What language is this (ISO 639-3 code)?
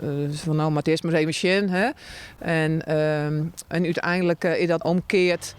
fry